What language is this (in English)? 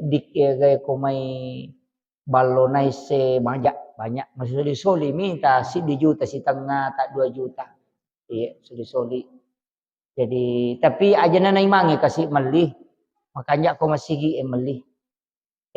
Buginese